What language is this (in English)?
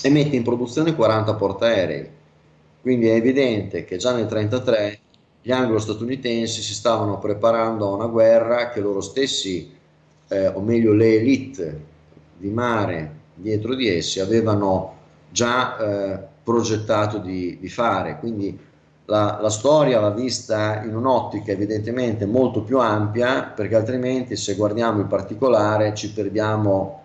Italian